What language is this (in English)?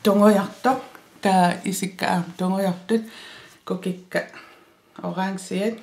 Kalaallisut